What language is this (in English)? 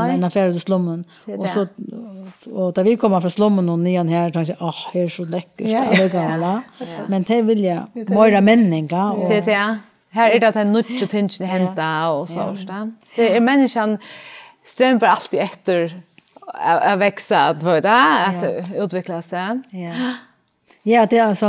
Faroese